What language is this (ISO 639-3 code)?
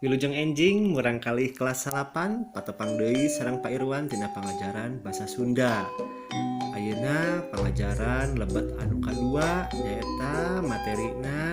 sun